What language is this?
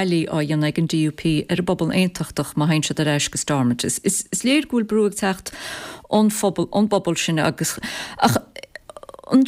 Irish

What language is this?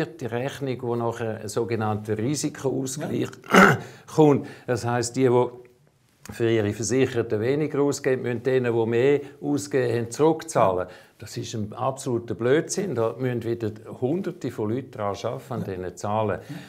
Swiss German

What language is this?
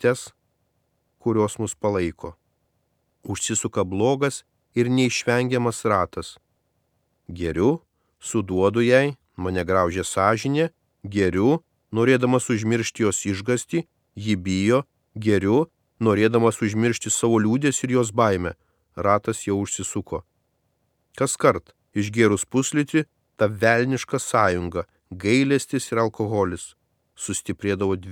Lithuanian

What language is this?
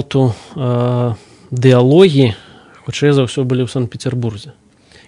Belarusian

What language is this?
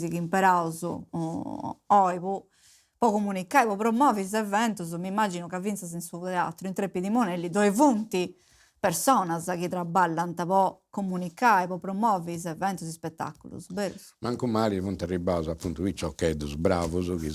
Sardinian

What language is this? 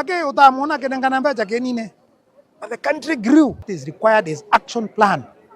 Meru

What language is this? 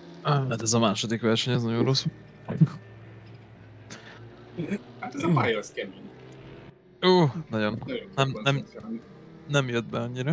Hungarian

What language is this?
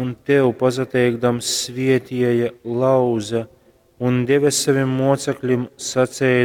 Latgalian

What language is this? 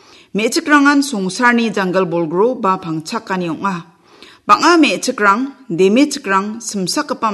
Garo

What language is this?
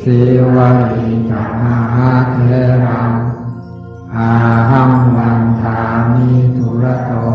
Pali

